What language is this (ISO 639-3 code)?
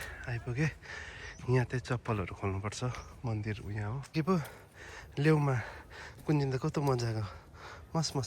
nep